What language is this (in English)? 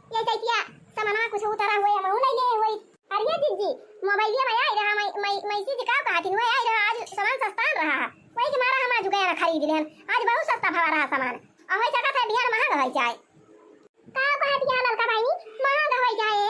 Awadhi